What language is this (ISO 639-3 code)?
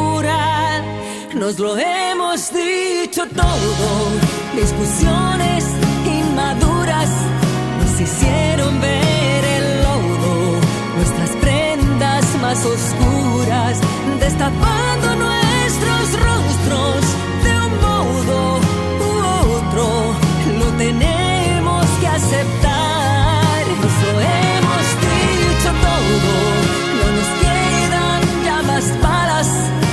spa